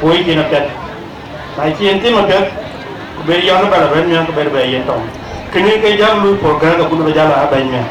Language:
Dinka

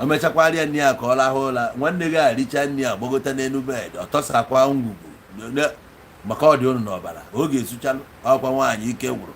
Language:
Igbo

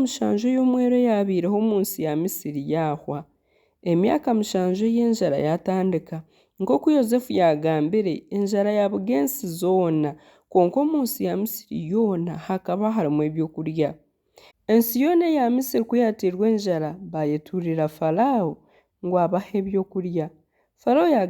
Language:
Nyankole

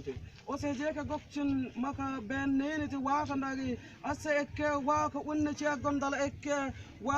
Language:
Mabaan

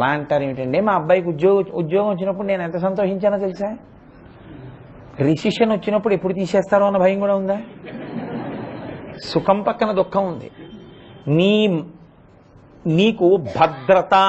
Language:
Telugu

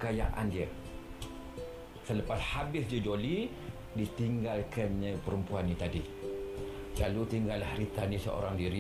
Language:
Malay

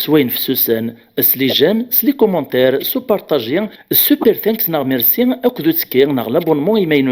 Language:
Kabyle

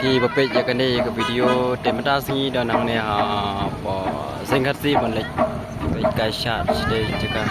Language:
Khasi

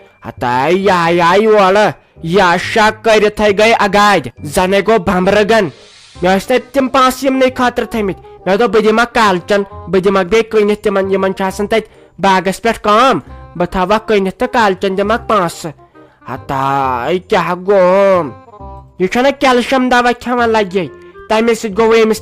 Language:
Kashmiri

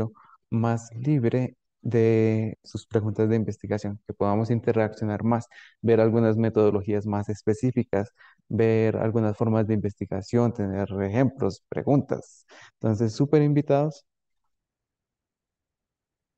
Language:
Spanish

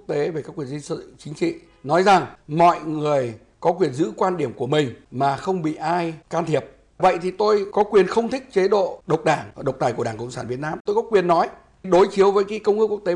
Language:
Vietnamese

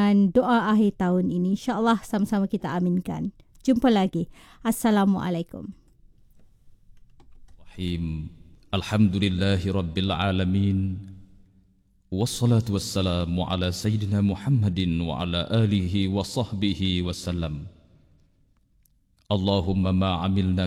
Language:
Malay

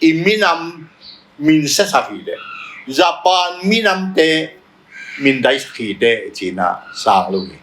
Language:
Tedim Chin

